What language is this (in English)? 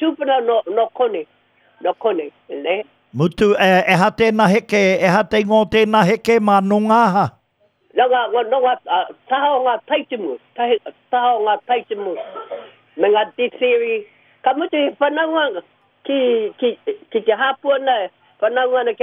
Māori